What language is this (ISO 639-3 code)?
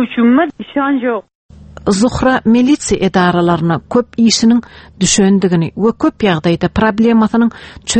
tuk